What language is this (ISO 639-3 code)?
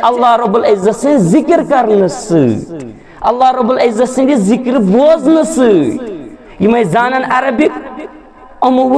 kas